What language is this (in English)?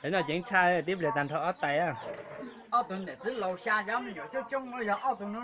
Hmong